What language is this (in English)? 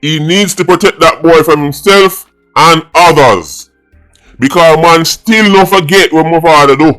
Jamaican Creole English